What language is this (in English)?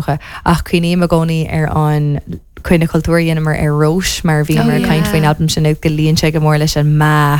Irish